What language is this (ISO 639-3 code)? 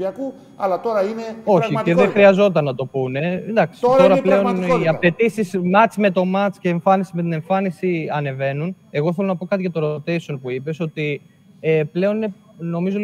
ell